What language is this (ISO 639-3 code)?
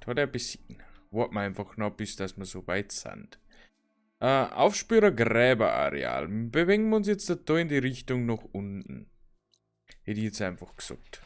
bar